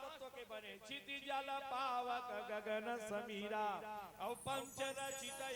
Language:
Chhattisgarhi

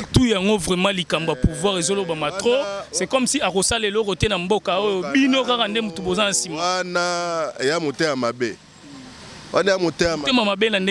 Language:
Lingala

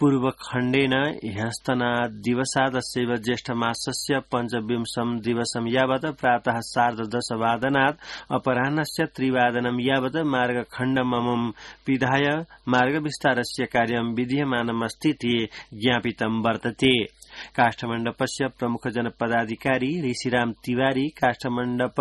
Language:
Sanskrit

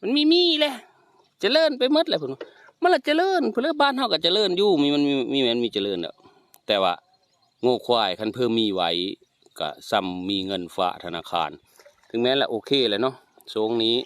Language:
Northeastern Thai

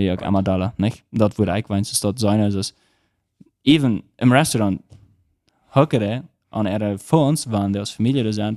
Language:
Plautdietsch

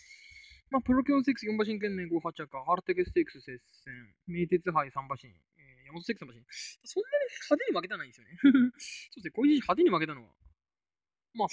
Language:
Japanese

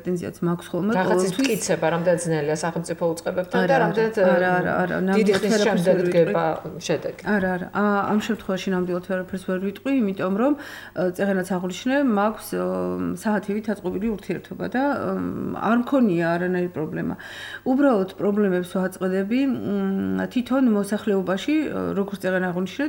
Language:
Georgian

